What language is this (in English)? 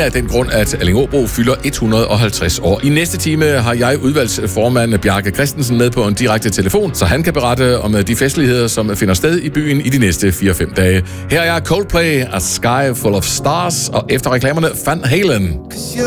Danish